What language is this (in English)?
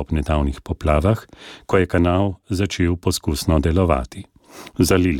Slovenian